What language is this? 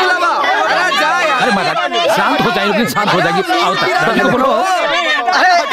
Bhojpuri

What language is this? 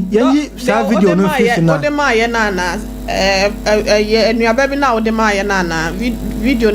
Akan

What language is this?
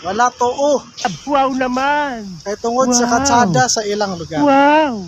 Cebuano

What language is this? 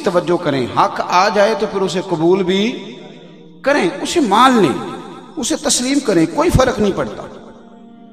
Urdu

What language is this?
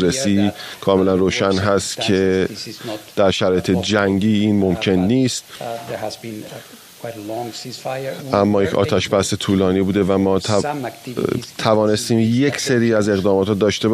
Persian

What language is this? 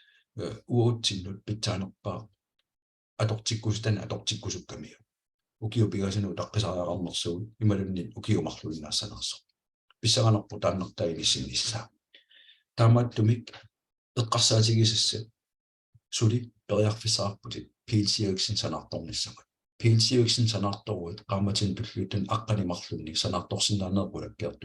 Kalaallisut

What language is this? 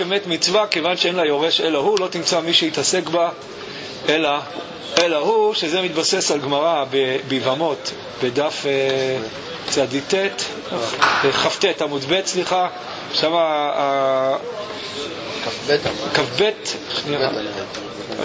Hebrew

